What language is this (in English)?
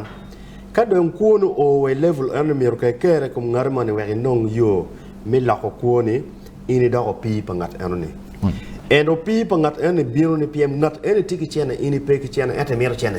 Acoli